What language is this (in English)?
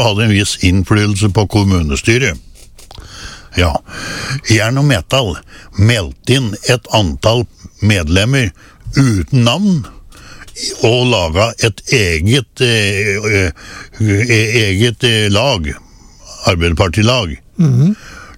Norwegian